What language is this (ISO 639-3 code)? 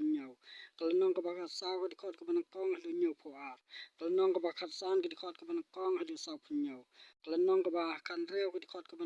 kha